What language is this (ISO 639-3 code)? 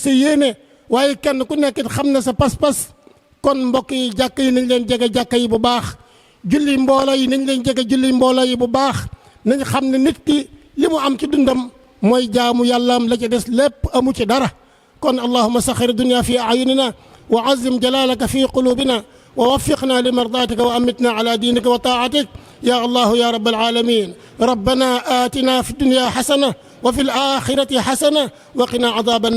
wol